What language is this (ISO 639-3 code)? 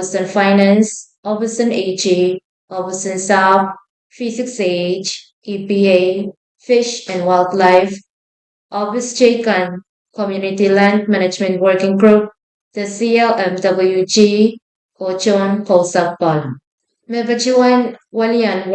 pon